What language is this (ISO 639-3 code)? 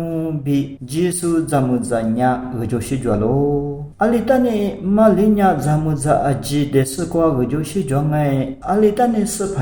lis